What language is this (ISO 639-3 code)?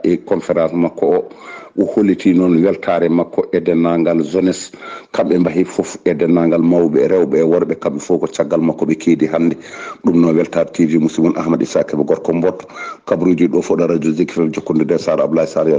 ful